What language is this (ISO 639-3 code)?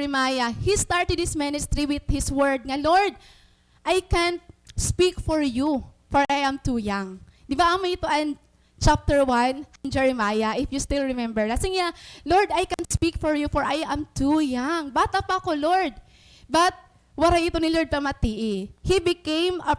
war